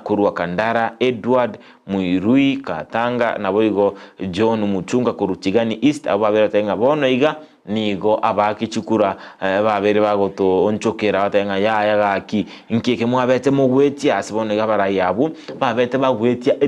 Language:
Gusii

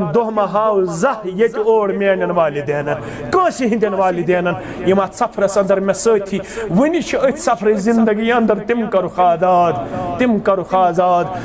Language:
Kashmiri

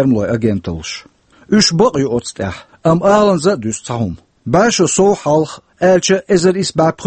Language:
Chechen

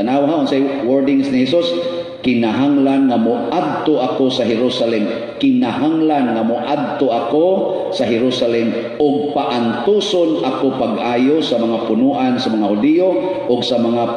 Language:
Cebuano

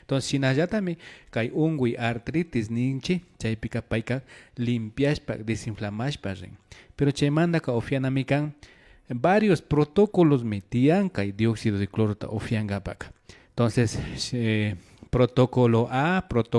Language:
Imbabura Highland Quichua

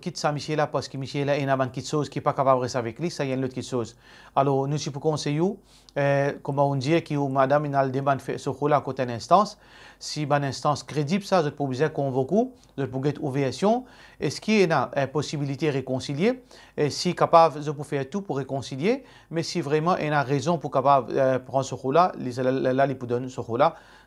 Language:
Morisyen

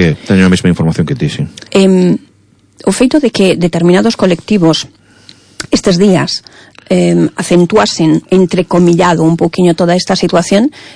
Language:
Galician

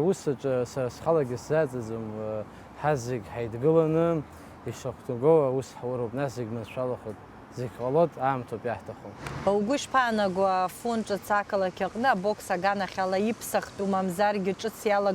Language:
Abkhazian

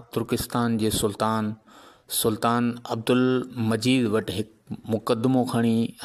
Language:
Sindhi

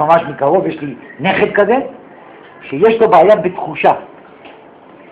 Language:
Hebrew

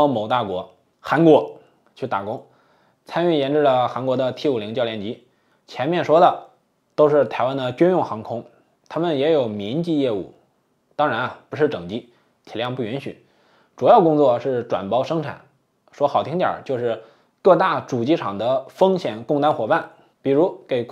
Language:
Chinese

